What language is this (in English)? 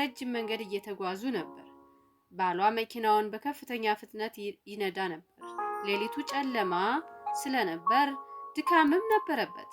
Amharic